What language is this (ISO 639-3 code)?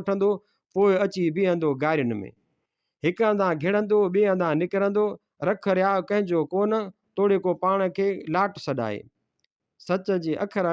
snd